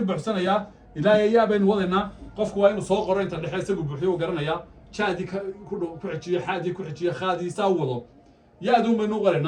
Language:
Somali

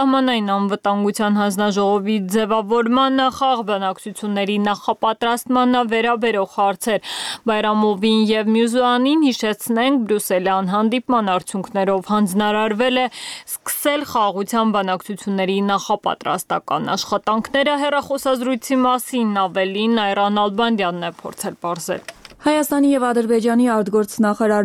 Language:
Armenian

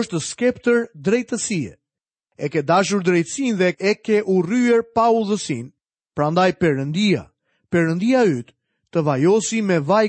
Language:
Albanian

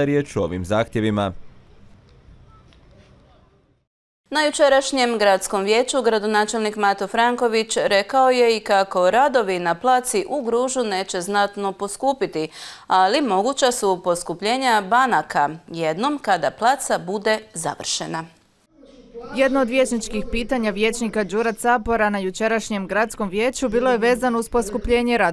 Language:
Croatian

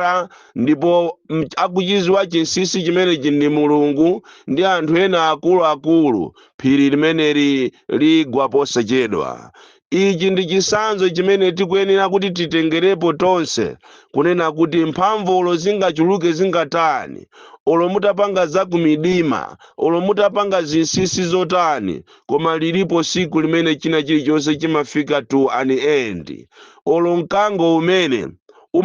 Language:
Nyanja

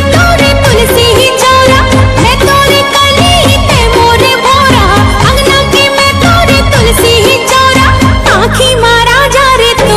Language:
Chhattisgarhi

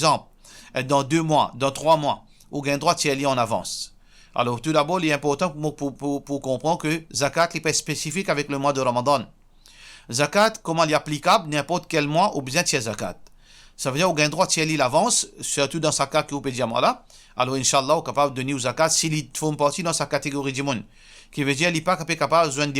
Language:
Morisyen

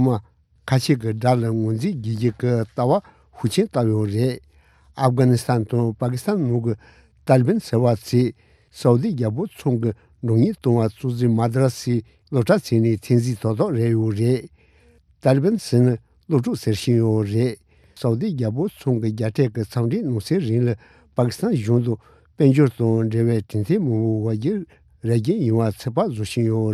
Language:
Tibetan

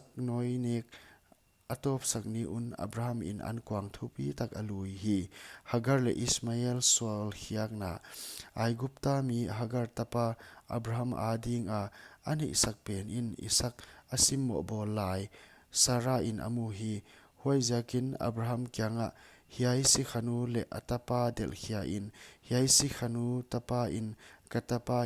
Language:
Paite Chin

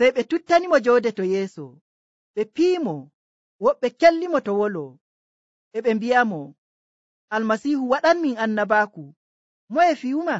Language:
Nigerian Fulfulde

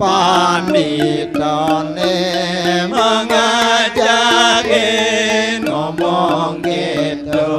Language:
Balinese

